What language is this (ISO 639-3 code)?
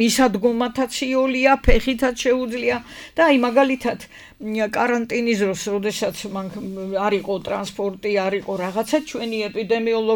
kat